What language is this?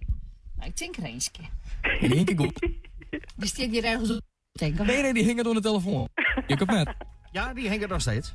Western Frisian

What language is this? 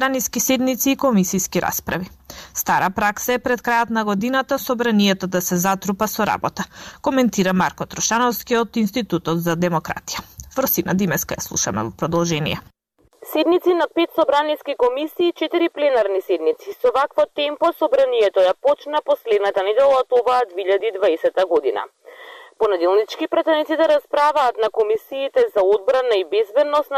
Macedonian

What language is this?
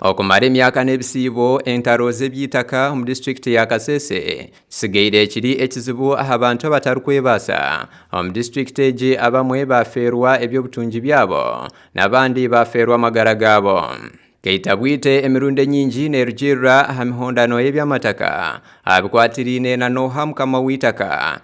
Nyankole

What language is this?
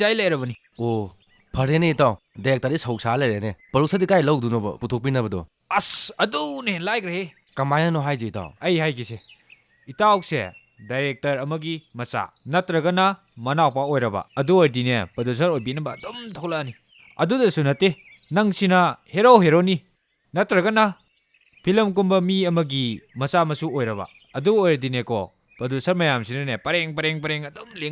Manipuri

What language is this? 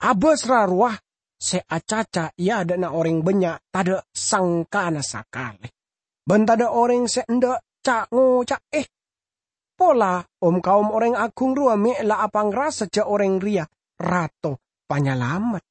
Madurese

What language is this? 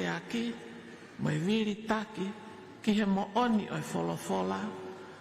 Tongan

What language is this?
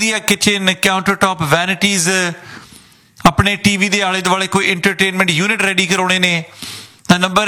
Punjabi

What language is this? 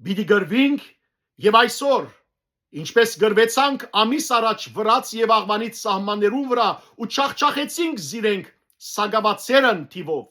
Western Armenian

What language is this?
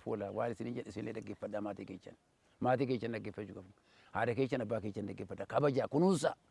Oromo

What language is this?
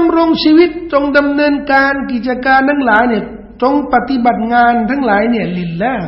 Thai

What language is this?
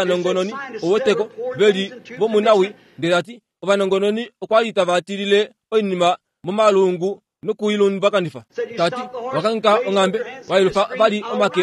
Kuanyama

